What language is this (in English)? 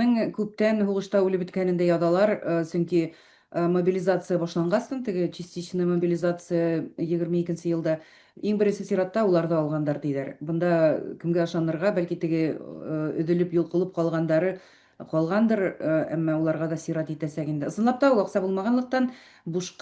Bashkir